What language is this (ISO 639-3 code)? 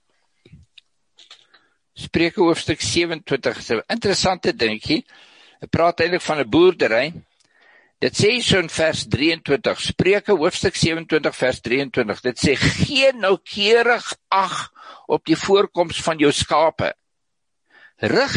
afr